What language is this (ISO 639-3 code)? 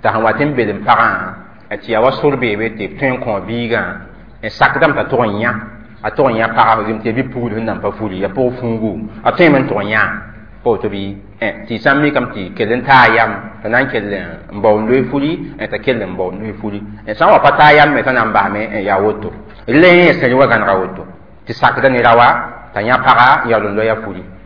mos